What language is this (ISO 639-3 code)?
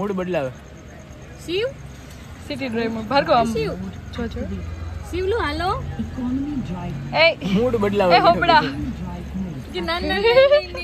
guj